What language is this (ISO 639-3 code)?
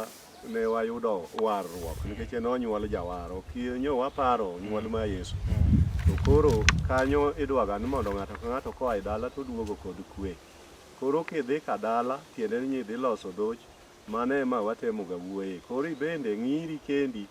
luo